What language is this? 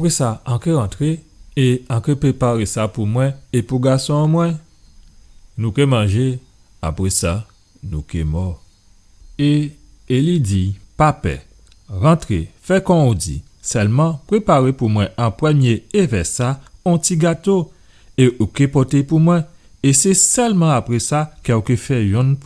Guadeloupean Creole French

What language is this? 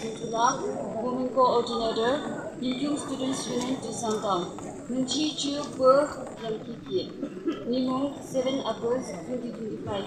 Yimchungru Naga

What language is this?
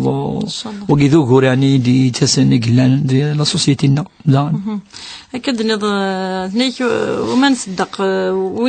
Kabyle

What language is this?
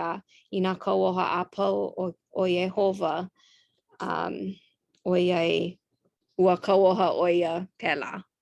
Hawaiian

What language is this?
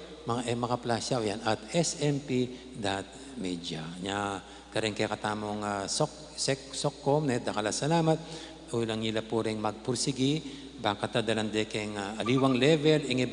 Pampanga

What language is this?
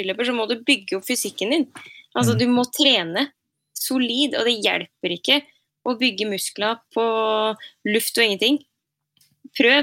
Norwegian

